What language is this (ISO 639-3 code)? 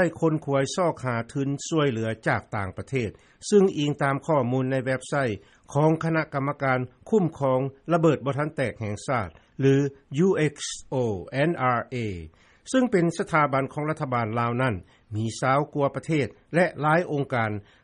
lao